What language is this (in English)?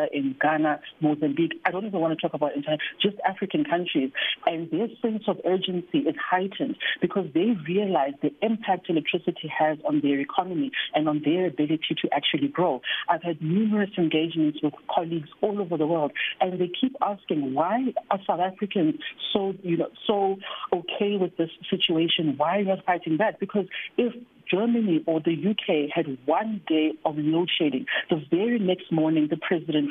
English